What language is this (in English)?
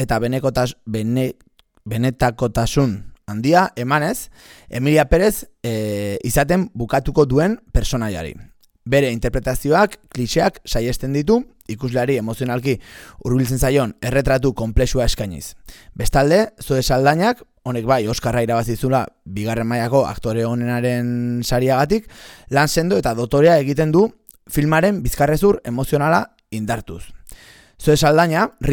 Basque